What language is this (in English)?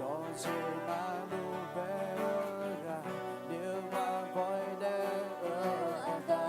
Akha